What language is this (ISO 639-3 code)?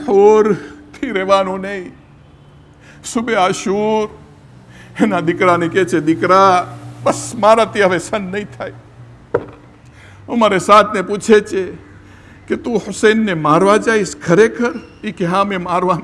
guj